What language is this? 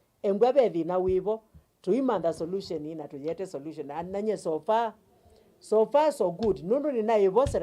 Kamba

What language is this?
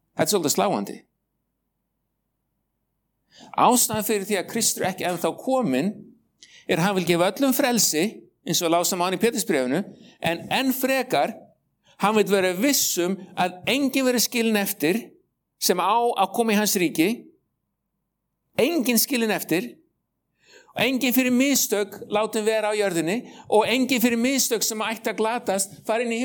Icelandic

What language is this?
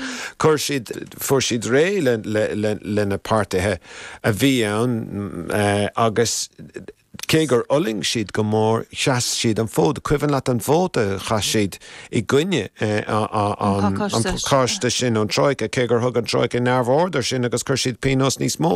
Irish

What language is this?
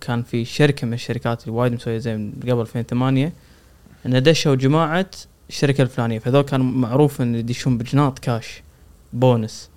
Gulf Arabic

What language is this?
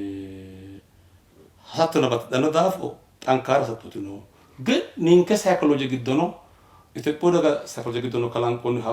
Sidamo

